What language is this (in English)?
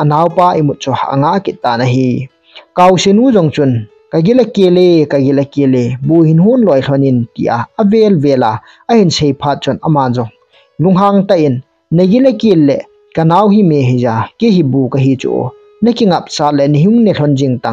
Thado Chin